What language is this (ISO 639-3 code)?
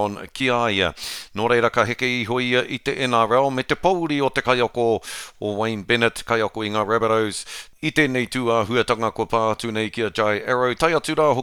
mri